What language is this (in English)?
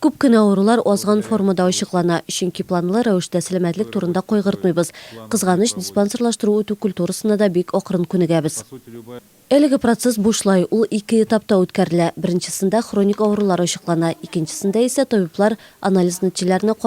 Tatar